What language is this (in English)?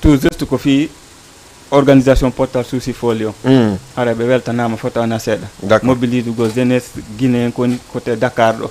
Fula